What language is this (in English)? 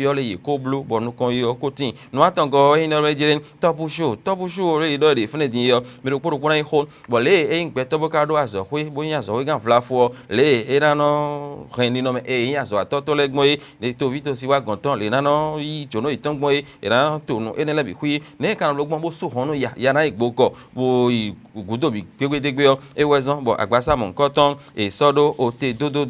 Fon